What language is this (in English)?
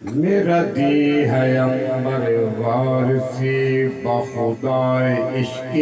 Saraiki